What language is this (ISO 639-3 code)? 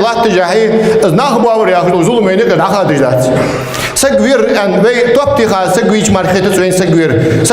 inh